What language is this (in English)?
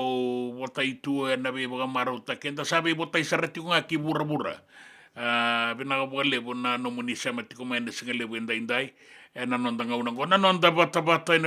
Fijian